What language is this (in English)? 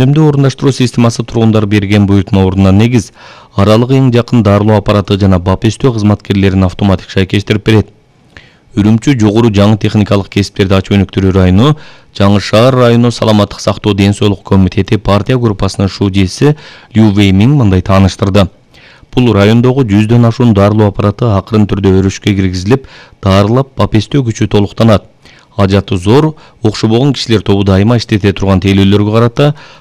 Kyrgyz